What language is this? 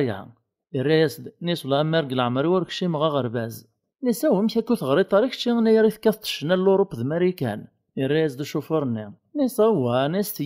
Kabyle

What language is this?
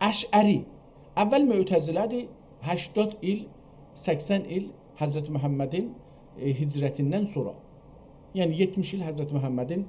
South Azerbaijani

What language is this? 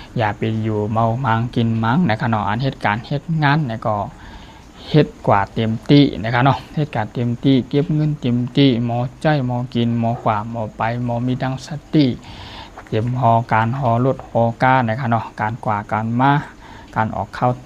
Shan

